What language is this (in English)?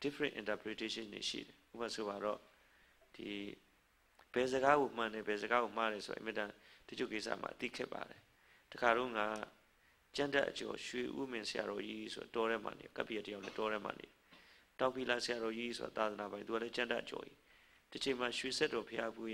Burmese